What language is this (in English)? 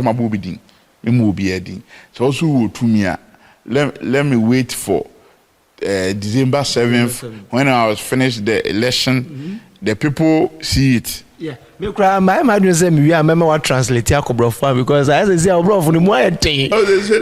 Akan